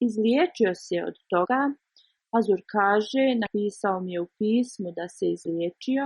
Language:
Bosnian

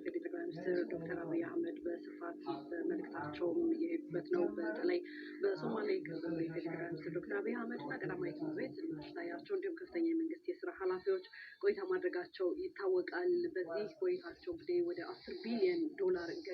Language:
Amharic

